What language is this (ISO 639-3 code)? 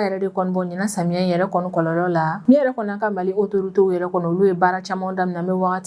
bam